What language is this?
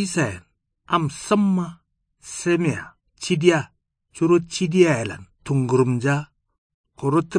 Kanuri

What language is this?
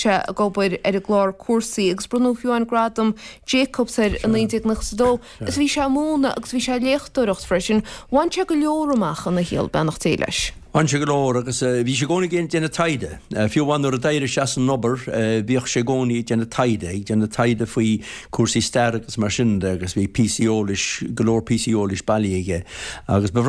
Irish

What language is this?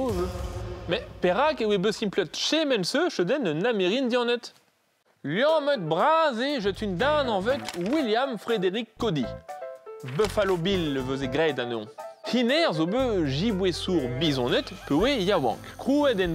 Breton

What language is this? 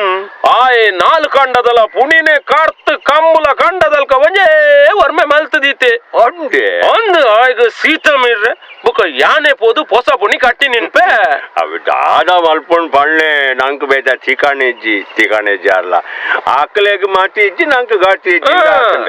Tulu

